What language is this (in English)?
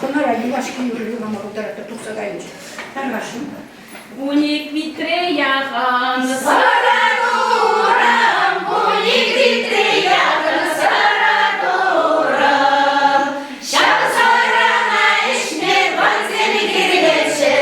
Chuvash